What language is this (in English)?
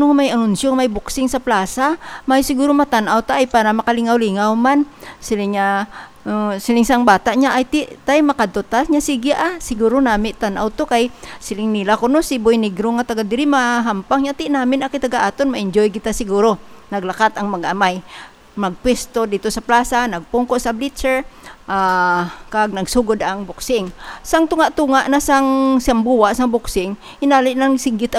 Hiligaynon